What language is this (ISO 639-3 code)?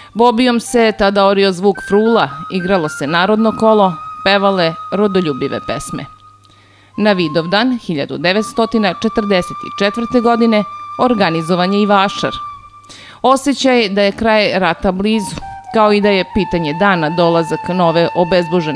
srp